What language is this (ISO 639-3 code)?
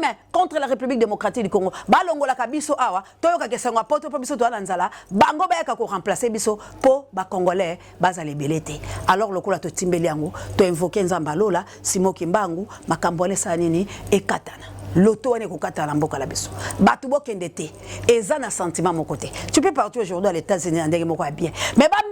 lin